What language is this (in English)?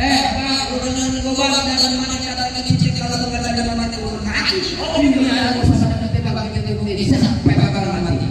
Betawi